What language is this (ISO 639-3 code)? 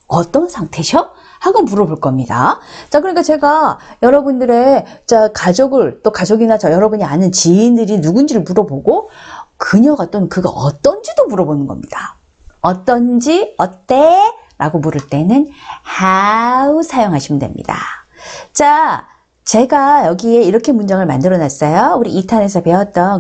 kor